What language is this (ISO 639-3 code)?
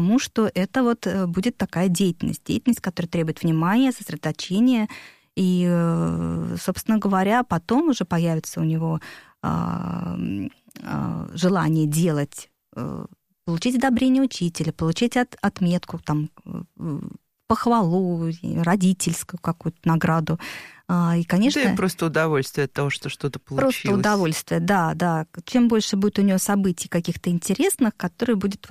rus